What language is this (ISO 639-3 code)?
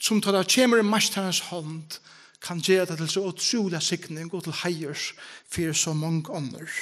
fao